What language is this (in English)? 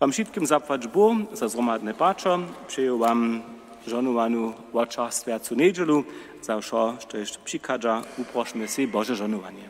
Upper Sorbian